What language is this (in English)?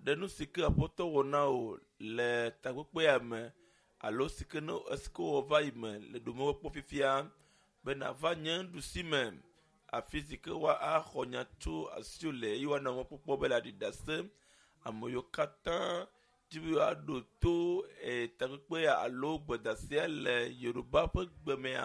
Ewe